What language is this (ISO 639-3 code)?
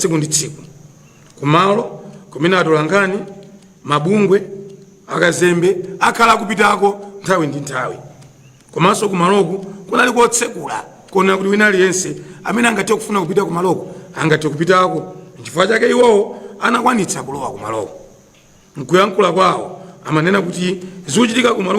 nya